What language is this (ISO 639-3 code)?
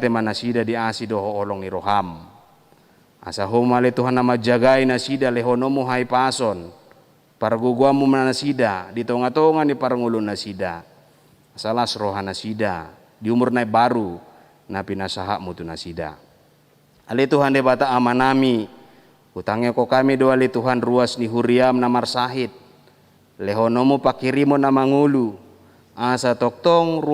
bbc